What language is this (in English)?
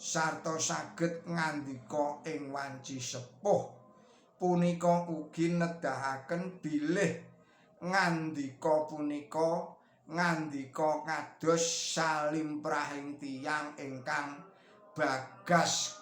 Javanese